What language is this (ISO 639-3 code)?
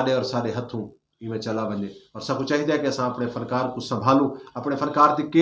skr